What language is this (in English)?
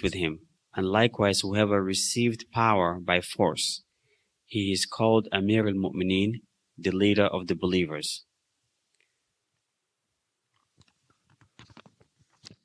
English